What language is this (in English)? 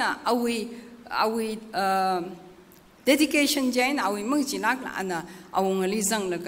Tangkhul Naga (India)